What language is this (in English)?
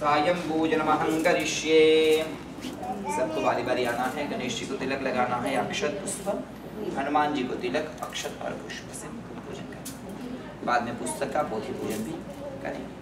Sanskrit